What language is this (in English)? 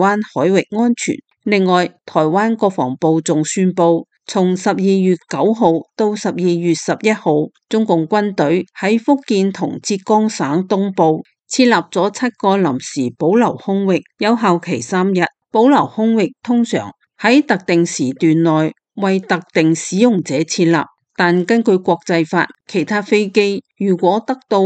Cantonese